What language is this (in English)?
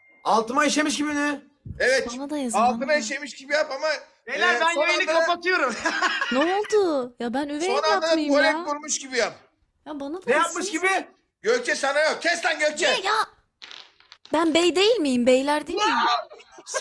Turkish